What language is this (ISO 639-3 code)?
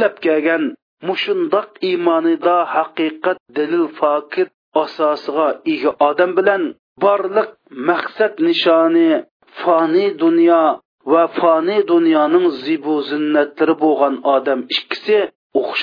uig